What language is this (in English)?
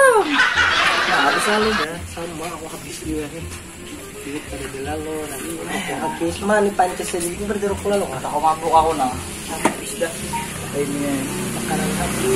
Banjar